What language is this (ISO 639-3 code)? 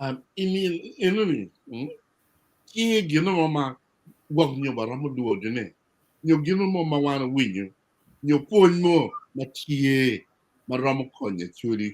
ach